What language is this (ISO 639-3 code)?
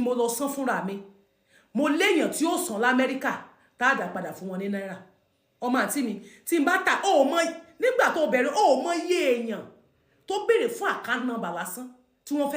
yor